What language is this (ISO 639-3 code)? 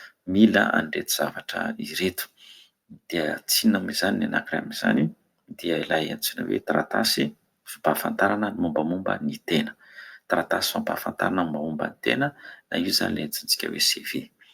mlg